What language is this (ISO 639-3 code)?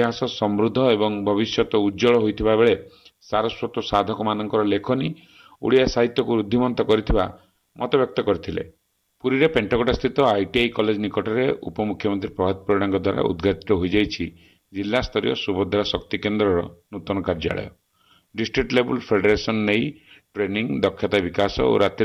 ori